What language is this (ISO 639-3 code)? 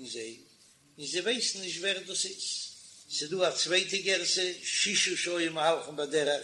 yid